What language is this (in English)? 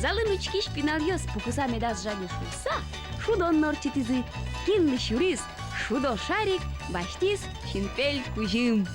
Udmurt